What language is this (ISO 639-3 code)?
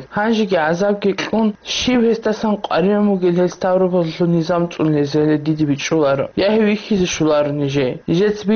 ava